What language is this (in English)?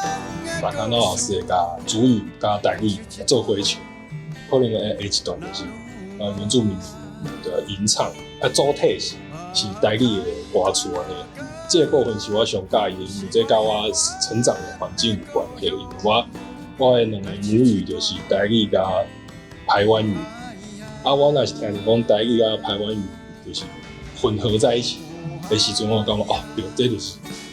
Min Nan Chinese